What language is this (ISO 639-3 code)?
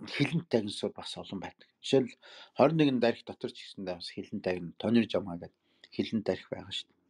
mon